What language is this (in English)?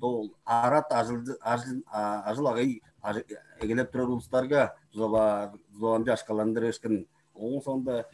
Tuvinian